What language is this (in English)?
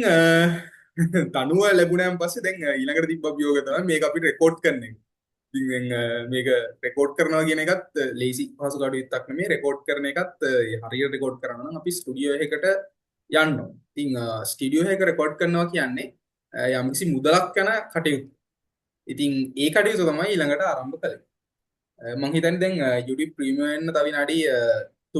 Sinhala